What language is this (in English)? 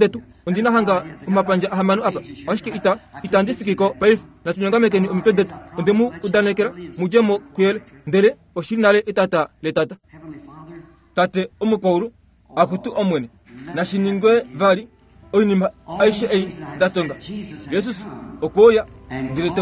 Kuanyama